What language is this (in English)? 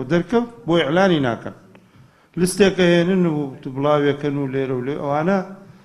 Central Kurdish